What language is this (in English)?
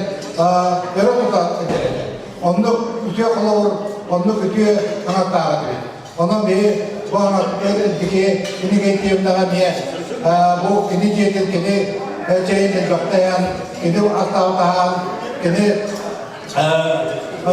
Yakut